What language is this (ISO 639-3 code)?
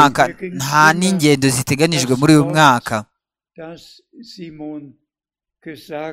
kin